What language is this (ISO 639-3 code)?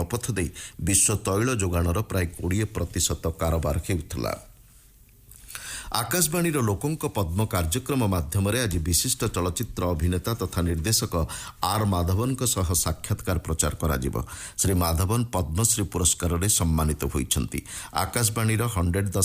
ori